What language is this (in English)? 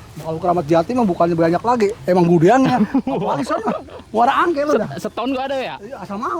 Betawi